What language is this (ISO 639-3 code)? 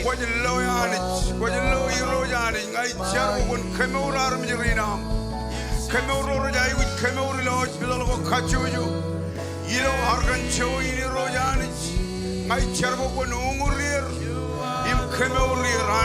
mah